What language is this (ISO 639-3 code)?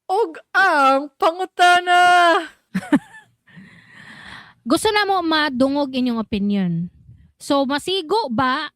ceb